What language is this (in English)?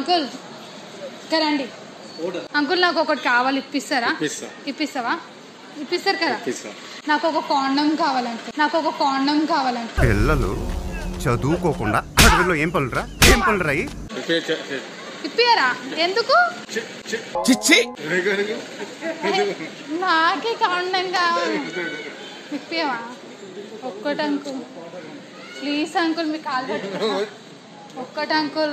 Telugu